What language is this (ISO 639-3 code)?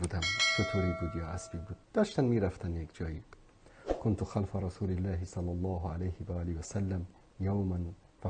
fas